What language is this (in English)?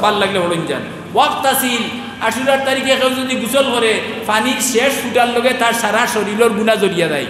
Sylheti